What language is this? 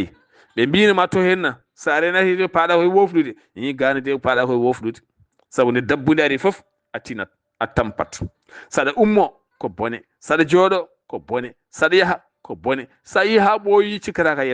Fula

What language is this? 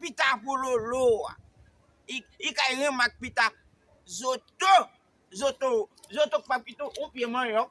Haitian Creole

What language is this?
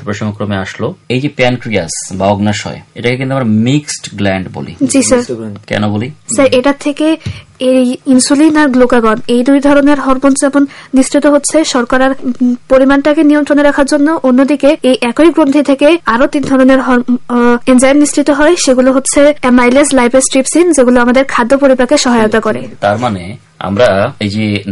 Bangla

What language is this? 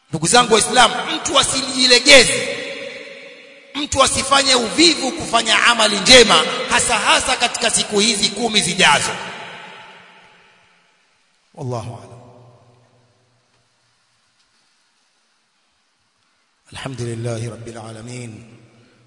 Swahili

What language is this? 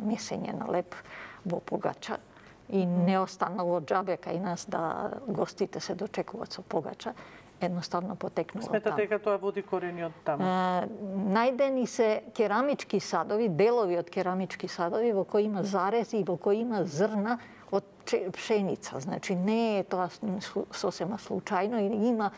Macedonian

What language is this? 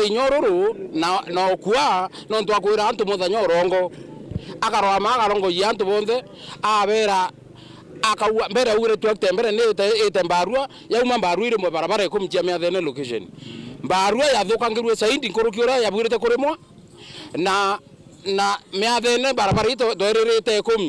Meru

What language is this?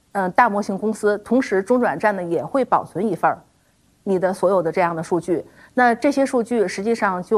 Chinese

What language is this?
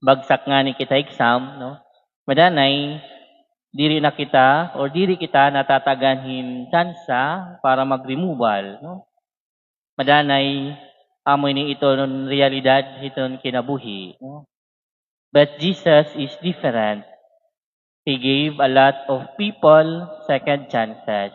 Waray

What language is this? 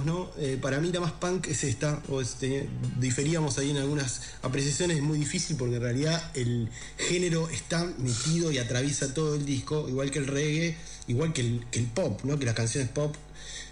Spanish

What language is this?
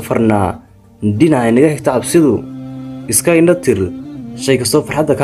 Somali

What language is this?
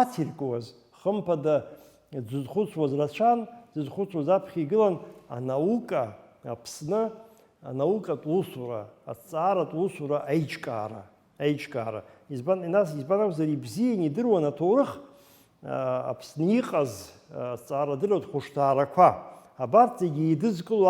Abkhazian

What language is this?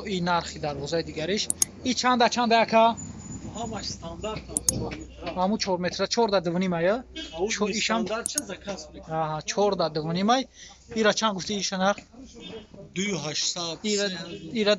Tajik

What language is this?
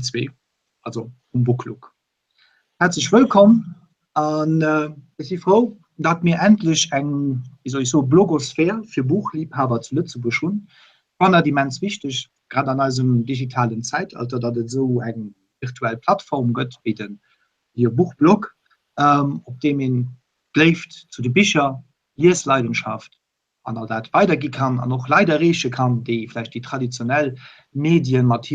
Luxembourgish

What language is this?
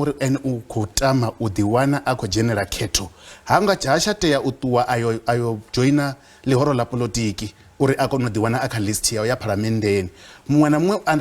Venda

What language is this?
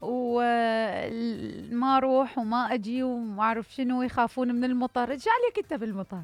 Mesopotamian Arabic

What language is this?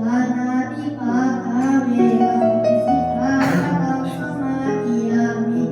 Pali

